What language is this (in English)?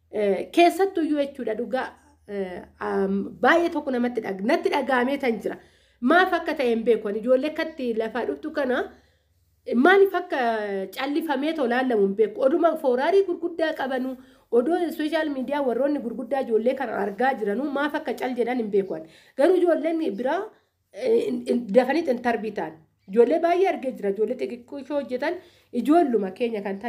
Oromo